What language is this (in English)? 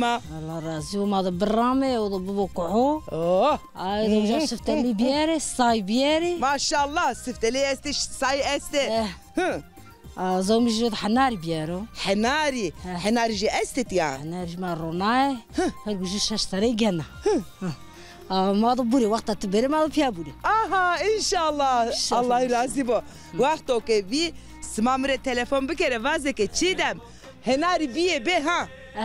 Zaza